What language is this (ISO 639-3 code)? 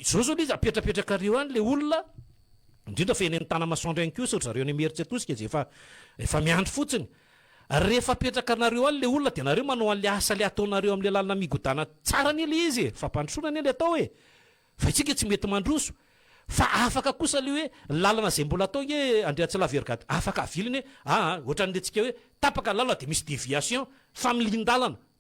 mlg